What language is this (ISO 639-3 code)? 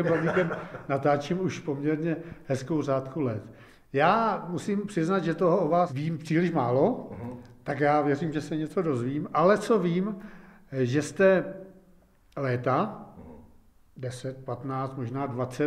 ces